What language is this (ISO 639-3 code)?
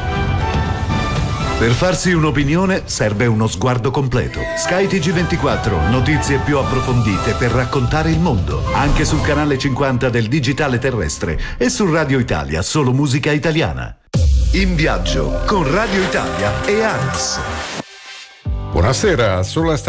ita